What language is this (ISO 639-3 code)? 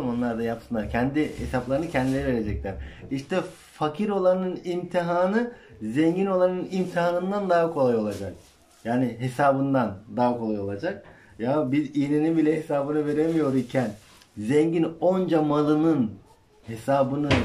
tur